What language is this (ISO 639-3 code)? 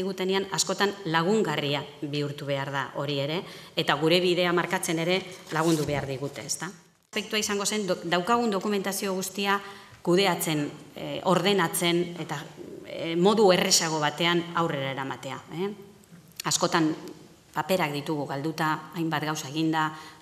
eus